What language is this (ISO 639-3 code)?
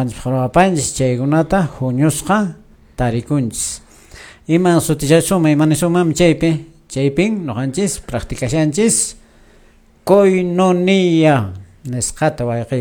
que